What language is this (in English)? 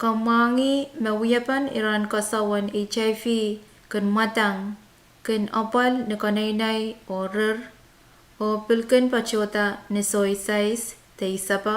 Pohnpeian